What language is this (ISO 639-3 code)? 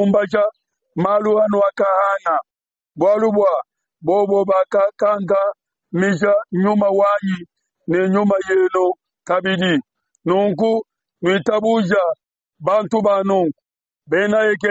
lua